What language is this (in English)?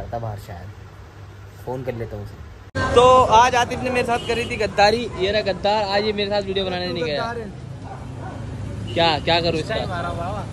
Hindi